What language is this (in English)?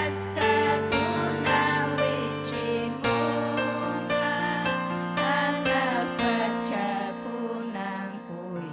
Ayacucho Quechua